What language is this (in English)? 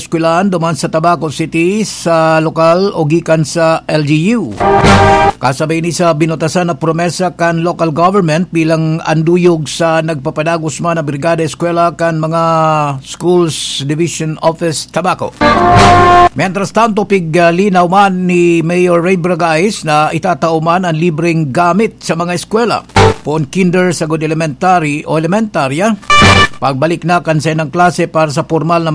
Bikol